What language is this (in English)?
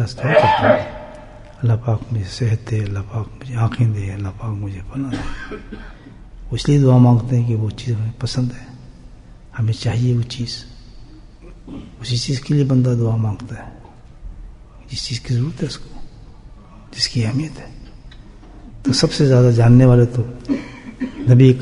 Urdu